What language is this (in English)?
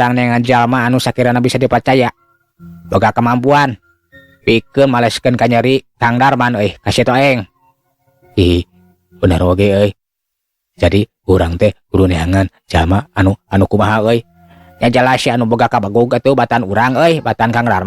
Sundanese